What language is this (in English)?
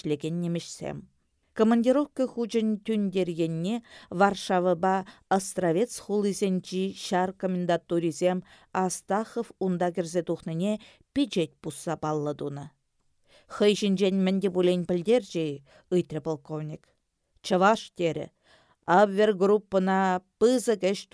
Chuvash